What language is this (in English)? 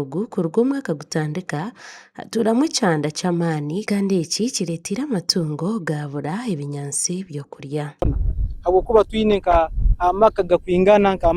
Nyankole